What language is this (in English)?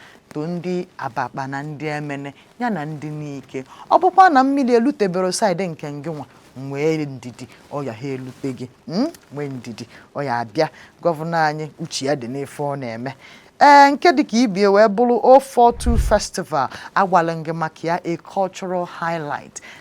Igbo